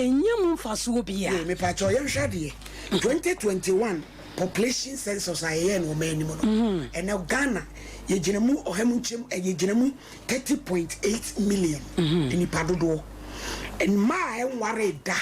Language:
Akan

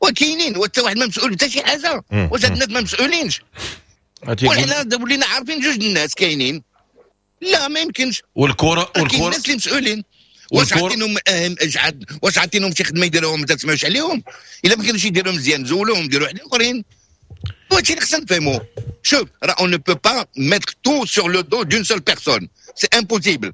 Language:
Moroccan Arabic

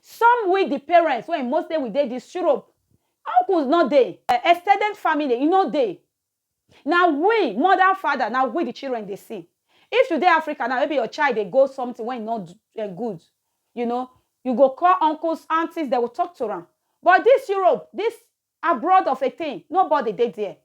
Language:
Nigerian Pidgin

